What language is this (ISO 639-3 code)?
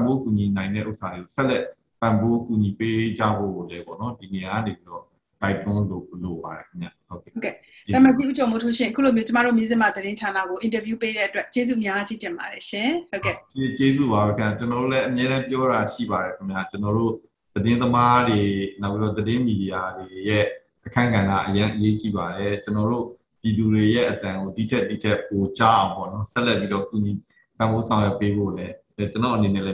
mya